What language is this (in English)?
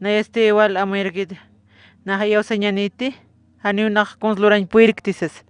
Aymara